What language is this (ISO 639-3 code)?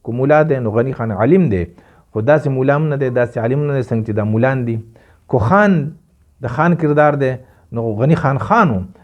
pus